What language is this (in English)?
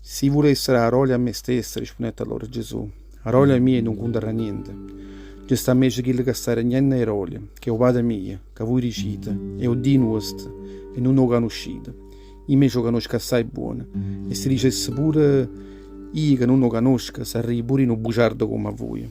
Neapolitan